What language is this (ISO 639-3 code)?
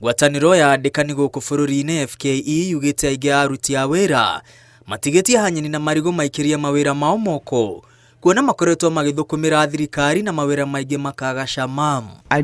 kik